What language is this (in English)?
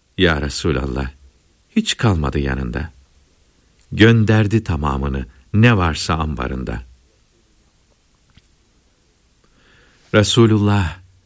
Turkish